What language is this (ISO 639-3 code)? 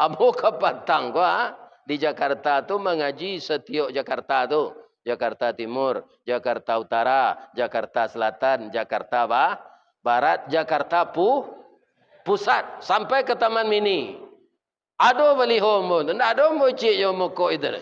min